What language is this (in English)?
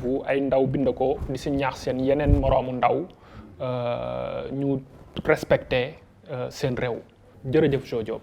Wolof